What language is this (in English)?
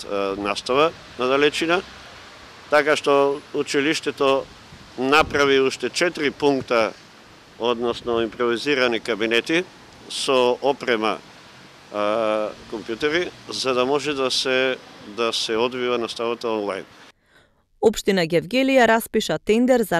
Macedonian